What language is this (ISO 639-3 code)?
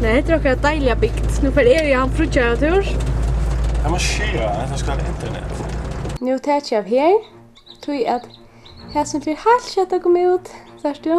fao